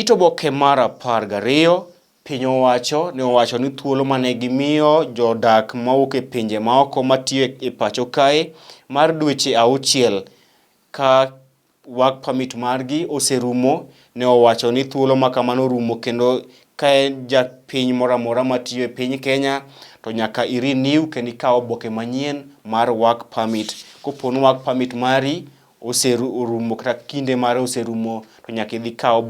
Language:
Luo (Kenya and Tanzania)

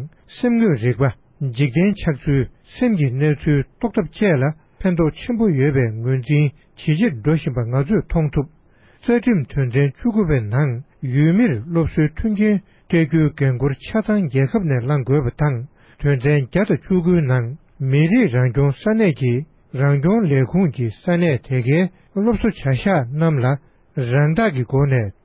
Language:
Tibetan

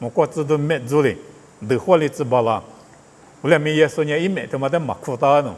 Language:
Lisu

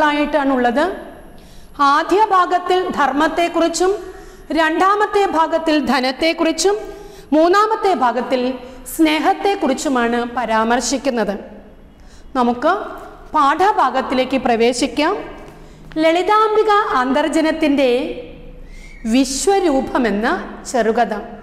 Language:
Malayalam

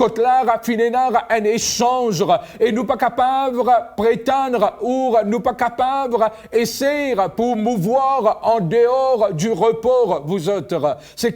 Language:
Morisyen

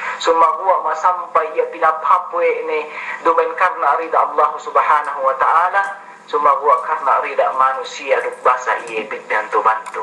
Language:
Yakan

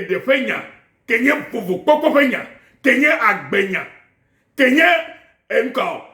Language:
Ewe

